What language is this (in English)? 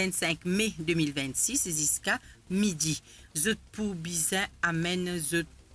Morisyen